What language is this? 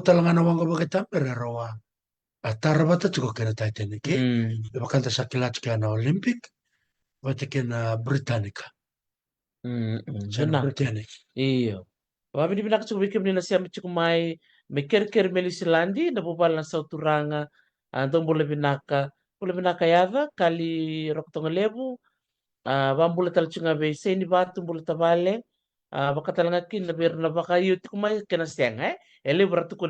Fijian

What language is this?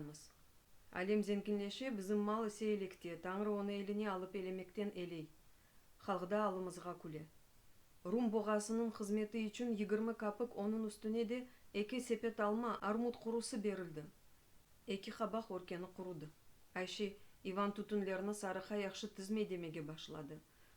Crimean Tatar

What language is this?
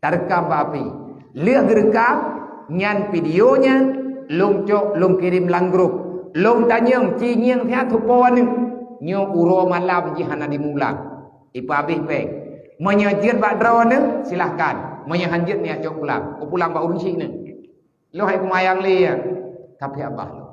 Achinese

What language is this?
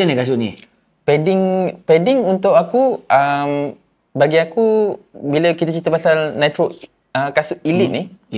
Malay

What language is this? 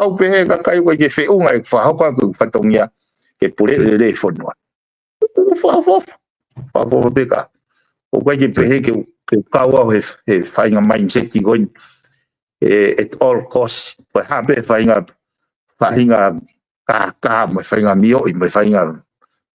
Tongan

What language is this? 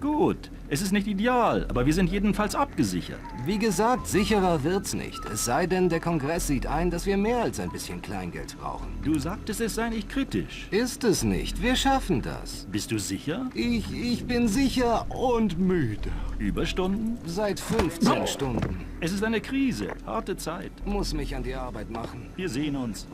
Bavarian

